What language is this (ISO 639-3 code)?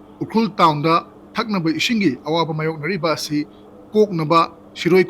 mni